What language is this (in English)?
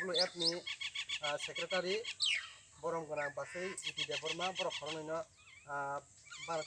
Kok Borok